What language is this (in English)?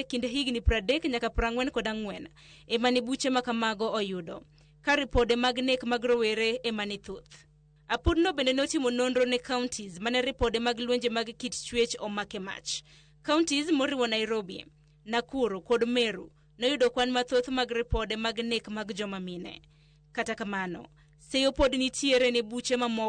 Luo (Kenya and Tanzania)